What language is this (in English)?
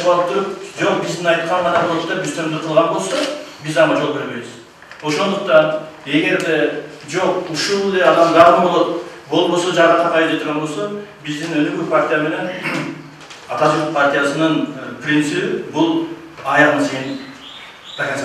Kyrgyz